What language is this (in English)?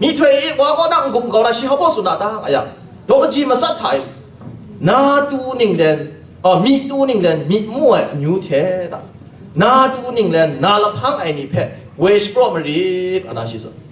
Kachin